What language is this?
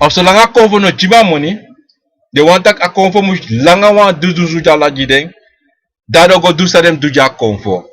Sranan Tongo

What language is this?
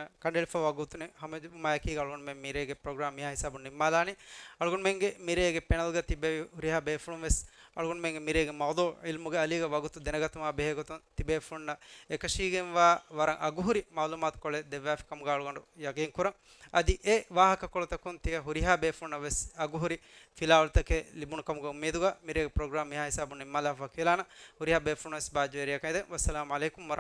Divehi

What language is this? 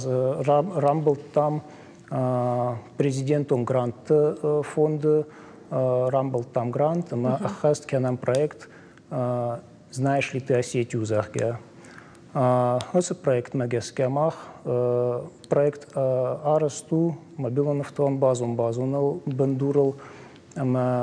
Ossetic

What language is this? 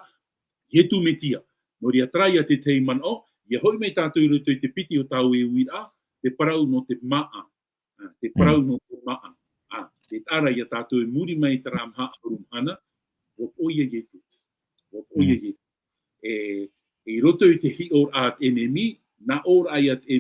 Tahitian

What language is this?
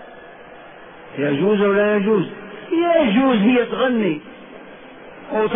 Arabic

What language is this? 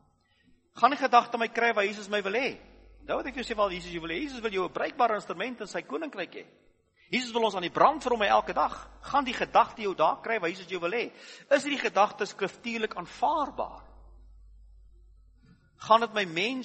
Afrikaans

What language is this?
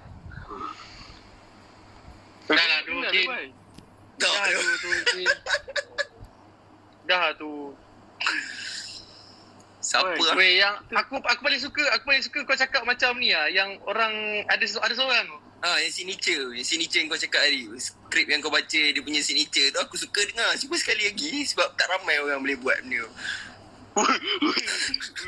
Malay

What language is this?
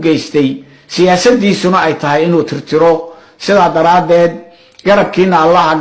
Somali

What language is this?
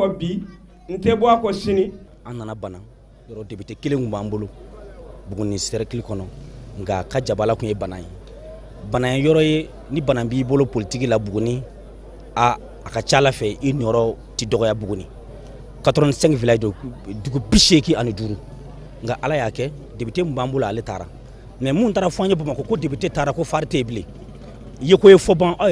Bambara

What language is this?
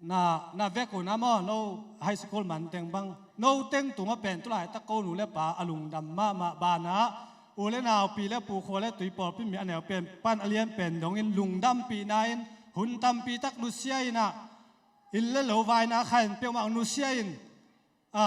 Tedim Chin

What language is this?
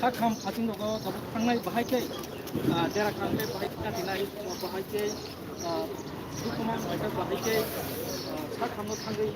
Kok Borok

